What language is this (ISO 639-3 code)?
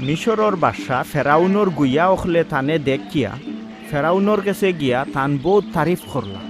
syl